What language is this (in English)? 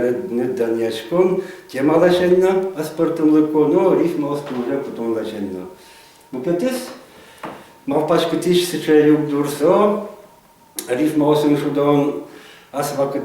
Udmurt